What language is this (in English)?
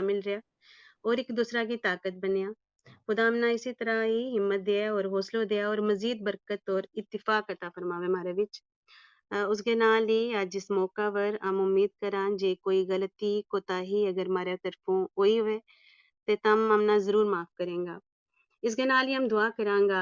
Gujari